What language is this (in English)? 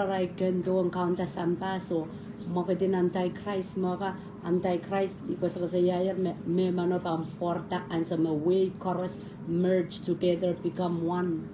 Pohnpeian